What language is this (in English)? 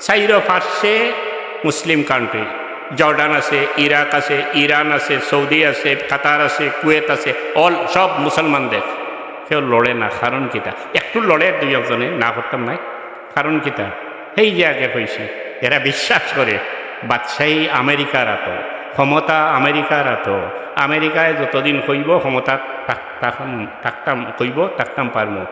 Sylheti